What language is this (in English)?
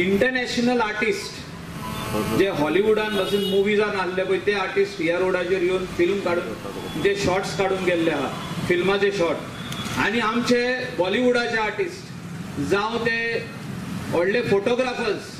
Konkani